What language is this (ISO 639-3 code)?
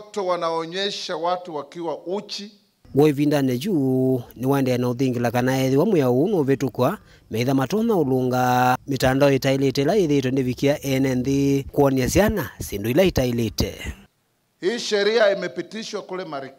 kam